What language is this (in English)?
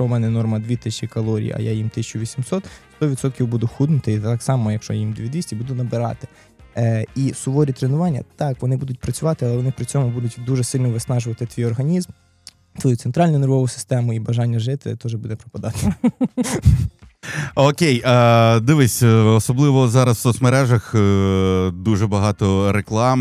Ukrainian